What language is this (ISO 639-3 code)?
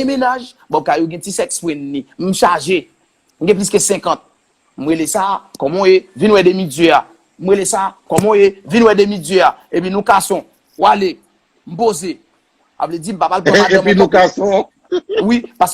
hat